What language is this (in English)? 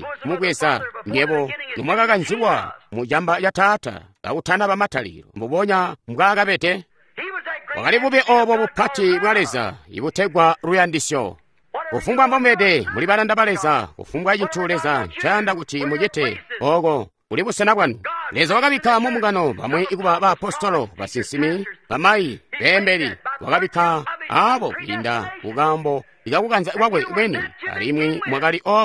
Tonga (Zambia)